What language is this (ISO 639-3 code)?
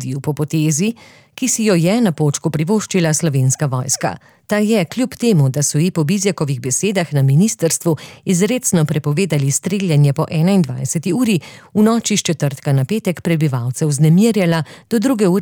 slv